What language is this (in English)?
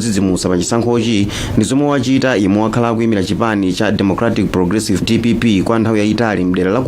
Nyanja